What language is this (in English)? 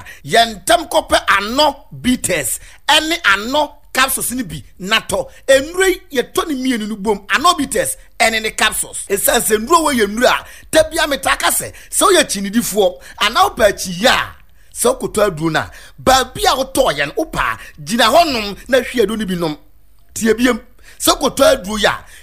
Akan